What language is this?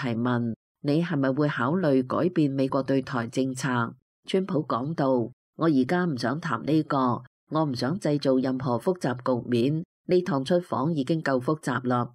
Cantonese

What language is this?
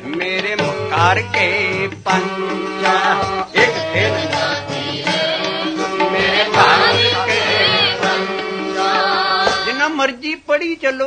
Punjabi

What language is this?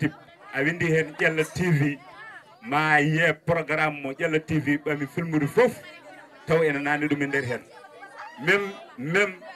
Fula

